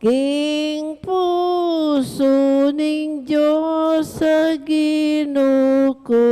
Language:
Pampanga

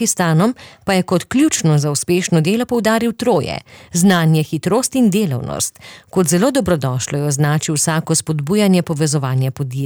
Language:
Slovenian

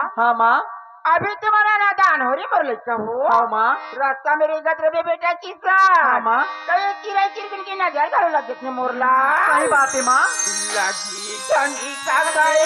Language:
Chhattisgarhi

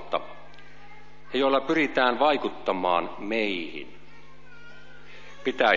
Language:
Finnish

